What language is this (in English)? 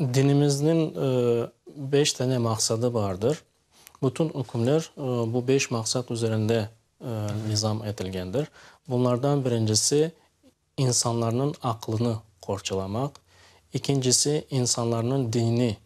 Crimean Tatar